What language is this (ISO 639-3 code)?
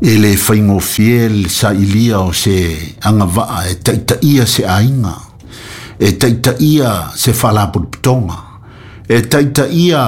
smo